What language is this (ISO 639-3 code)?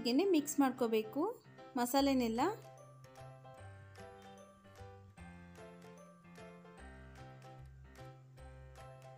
kan